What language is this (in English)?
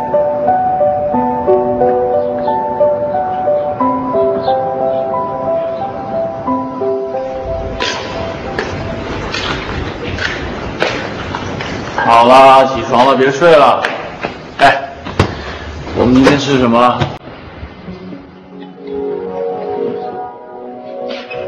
Chinese